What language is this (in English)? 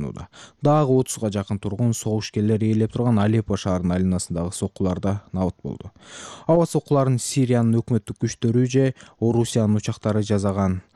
Kyrgyz